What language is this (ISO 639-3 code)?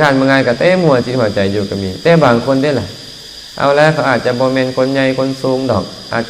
lao